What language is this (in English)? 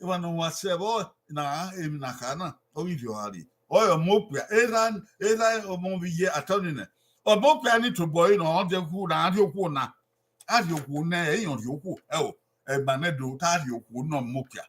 Bini